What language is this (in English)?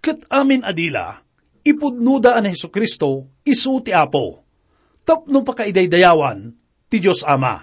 Iloko